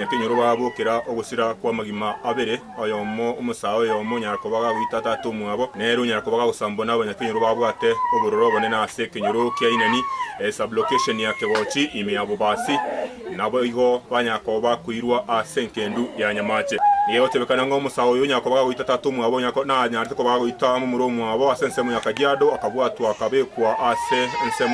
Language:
Gusii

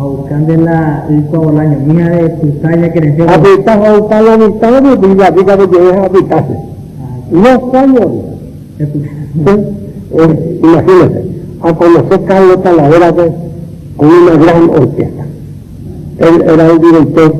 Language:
Guarani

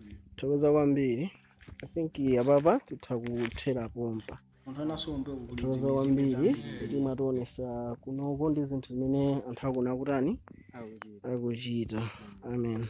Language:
Nyanja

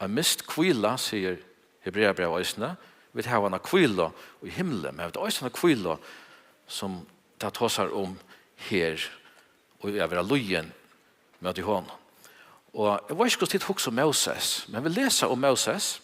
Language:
Faroese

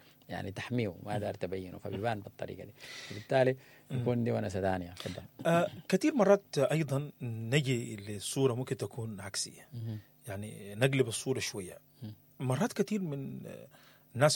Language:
Sudanese Arabic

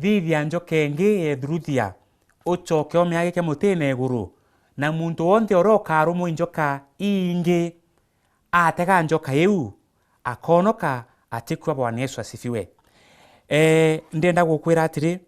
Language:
Meru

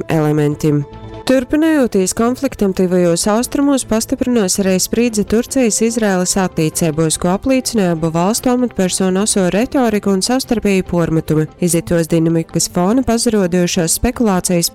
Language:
Latgalian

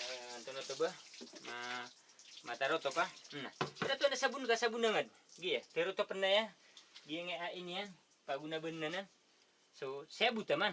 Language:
Maranao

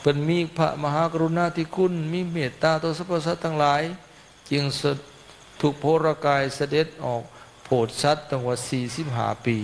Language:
Northeastern Thai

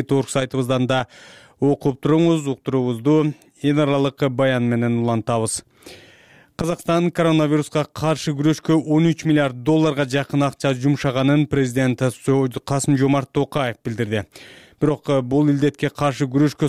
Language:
Kyrgyz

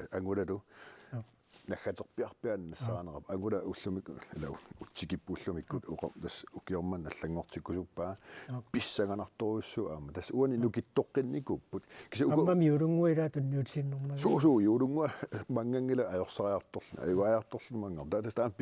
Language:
Kalaallisut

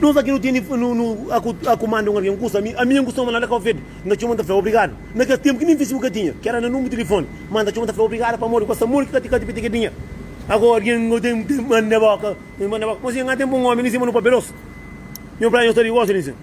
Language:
Kabuverdianu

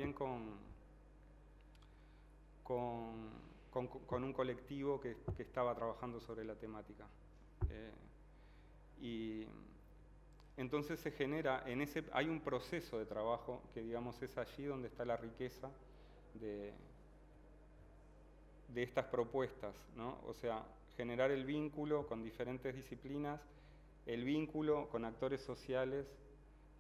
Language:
Spanish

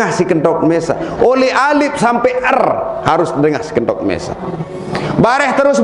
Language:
Sasak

